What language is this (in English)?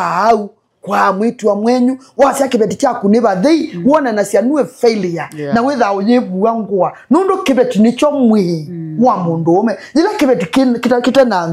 Kamba